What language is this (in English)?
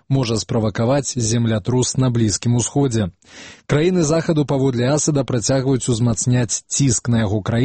Belarusian